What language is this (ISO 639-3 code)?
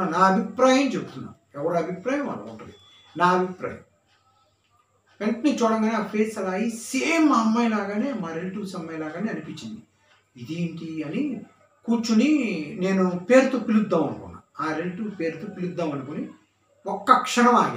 tel